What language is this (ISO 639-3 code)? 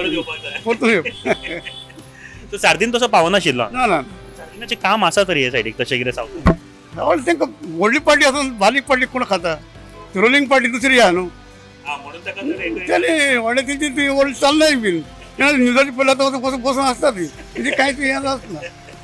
kok